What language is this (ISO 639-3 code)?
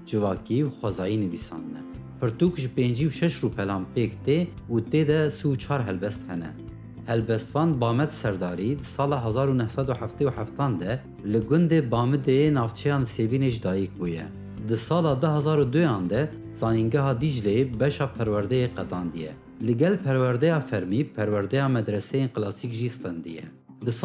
kur